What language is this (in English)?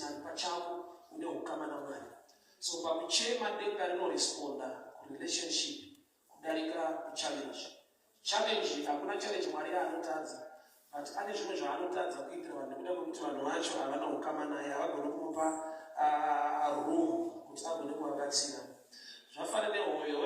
Shona